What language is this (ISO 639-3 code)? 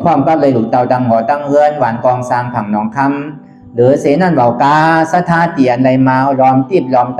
shn